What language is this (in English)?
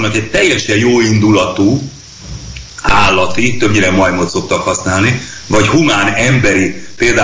Hungarian